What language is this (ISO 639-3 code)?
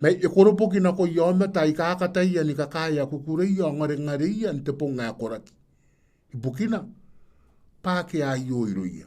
gil